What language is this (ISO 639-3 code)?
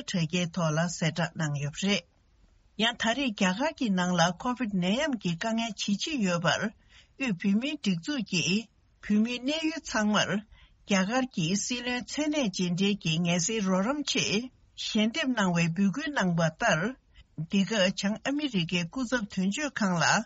bod